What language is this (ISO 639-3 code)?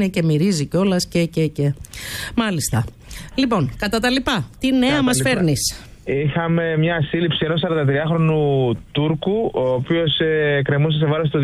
ell